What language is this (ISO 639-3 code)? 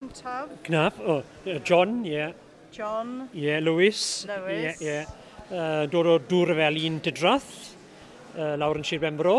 cym